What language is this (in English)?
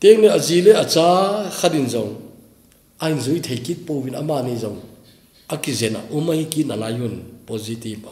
Thado Chin